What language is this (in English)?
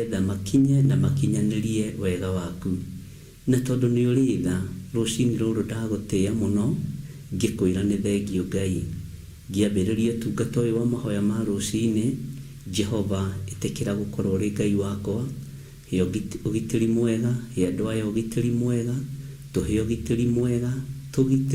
Kikuyu